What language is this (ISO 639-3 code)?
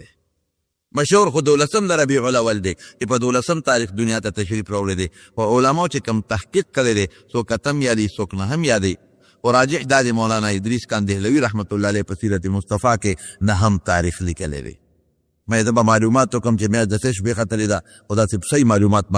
pus